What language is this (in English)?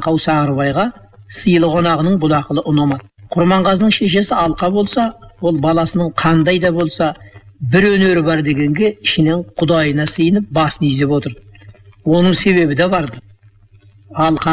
Kazakh